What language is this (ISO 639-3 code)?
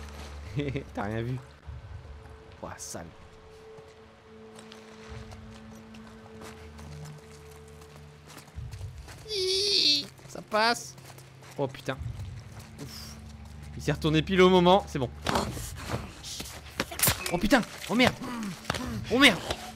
fra